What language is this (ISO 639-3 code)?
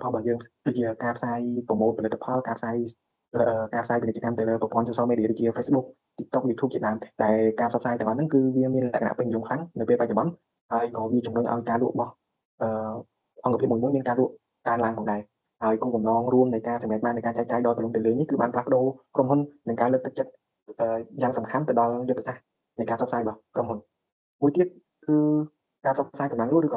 khm